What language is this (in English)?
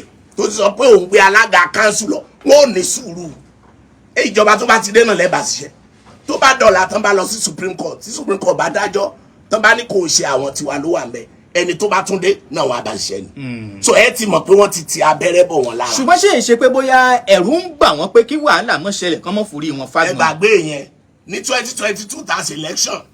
Yoruba